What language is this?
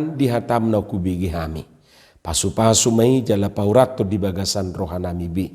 Batak Toba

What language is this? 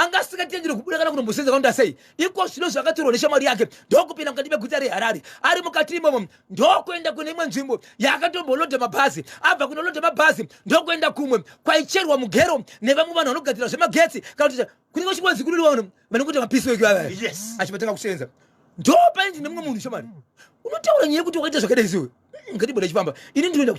Shona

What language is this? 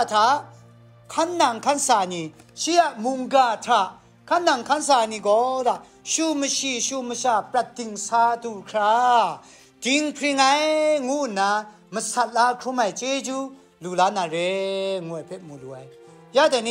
Kachin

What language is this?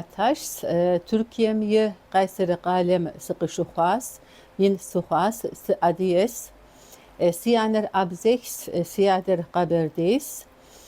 Kabardian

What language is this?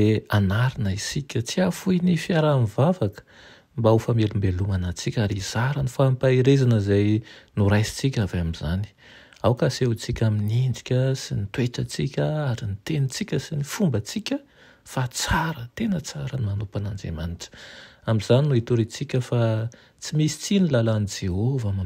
Malagasy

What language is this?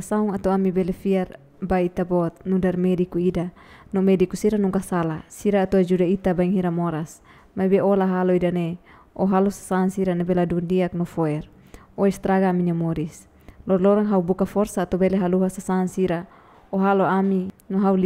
Tetum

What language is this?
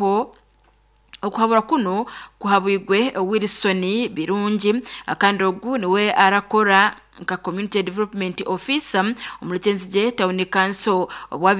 Nyankole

